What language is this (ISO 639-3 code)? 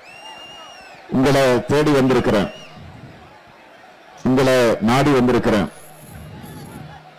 tam